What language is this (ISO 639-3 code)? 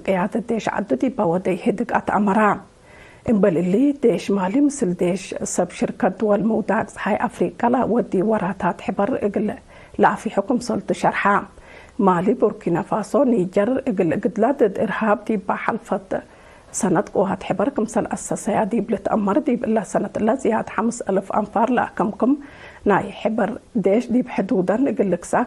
tig